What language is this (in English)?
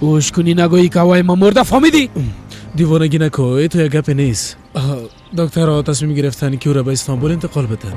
Persian